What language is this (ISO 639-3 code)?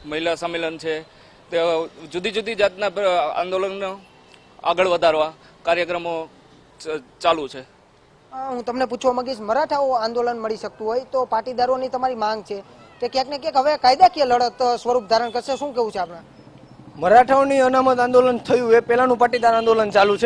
guj